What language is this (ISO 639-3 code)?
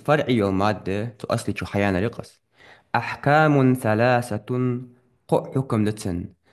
inh